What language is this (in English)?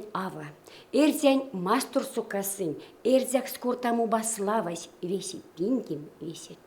Erzya